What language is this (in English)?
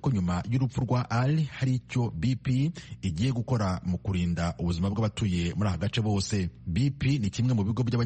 Kinyarwanda